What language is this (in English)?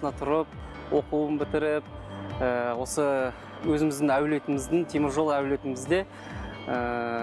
Kazakh